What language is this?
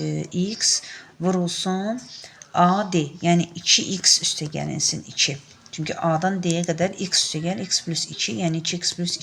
Azerbaijani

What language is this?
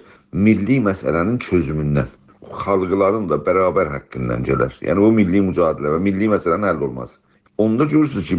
South Azerbaijani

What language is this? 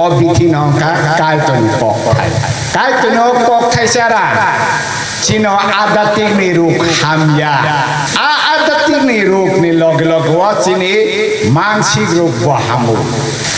Kok Borok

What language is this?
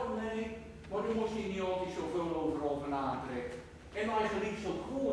Gronings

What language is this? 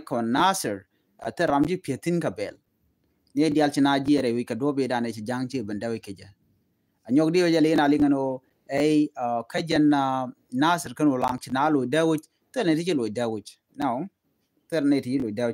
Nuer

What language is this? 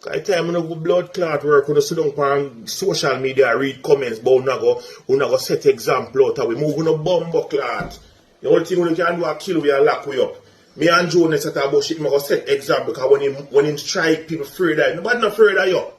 Jamaican Creole English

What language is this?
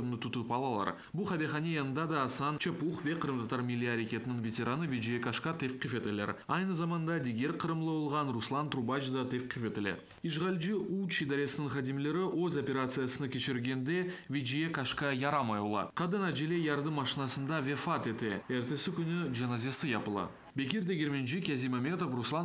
Crimean Tatar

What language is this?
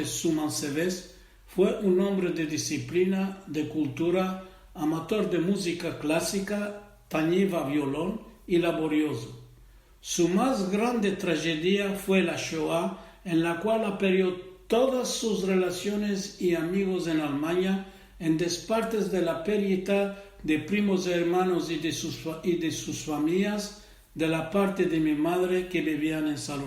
Ladino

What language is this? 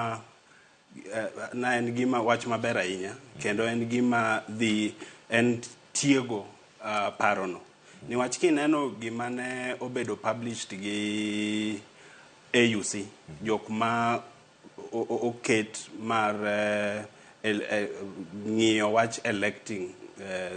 Luo (Kenya and Tanzania)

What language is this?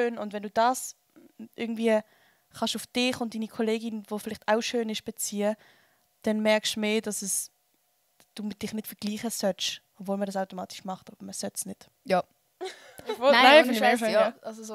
Swiss German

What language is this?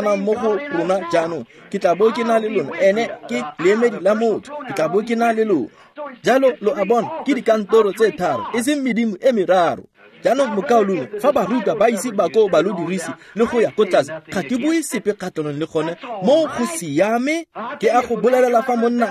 Tswana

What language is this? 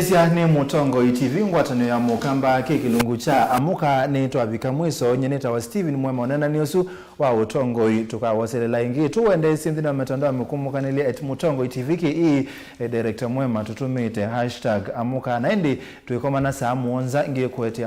Kamba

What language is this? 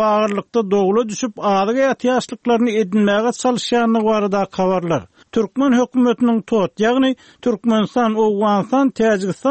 Turkmen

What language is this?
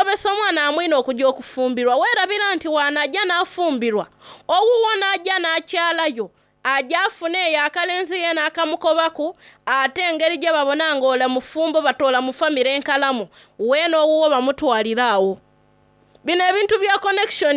Soga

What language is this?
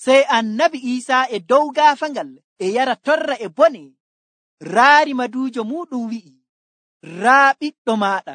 Nigerian Fulfulde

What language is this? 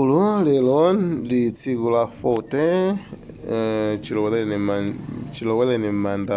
Nyanja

